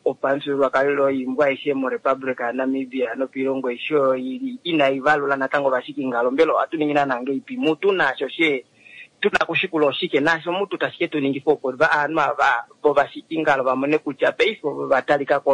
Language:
Kuanyama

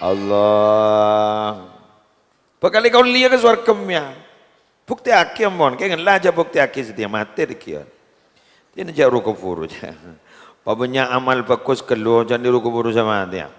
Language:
Madurese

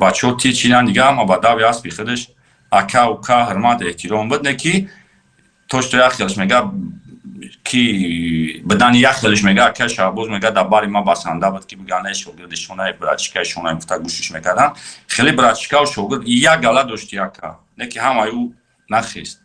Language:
Tajik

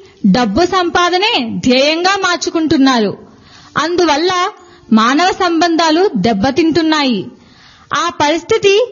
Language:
Telugu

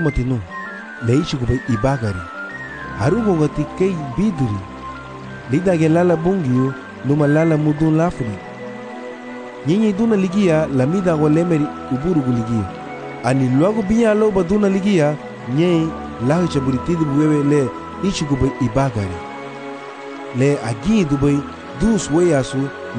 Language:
Garifuna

